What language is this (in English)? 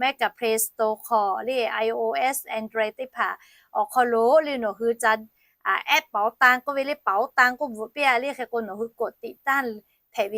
Lahu